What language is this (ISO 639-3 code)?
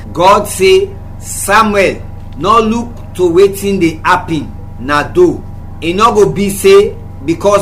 kri